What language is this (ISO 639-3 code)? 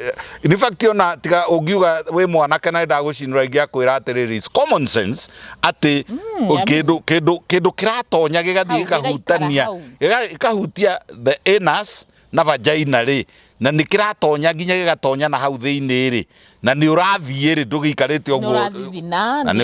kik